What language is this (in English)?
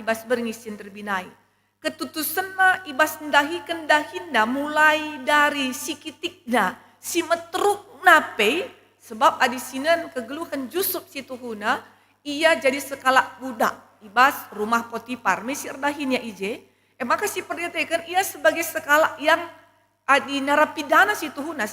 Batak Karo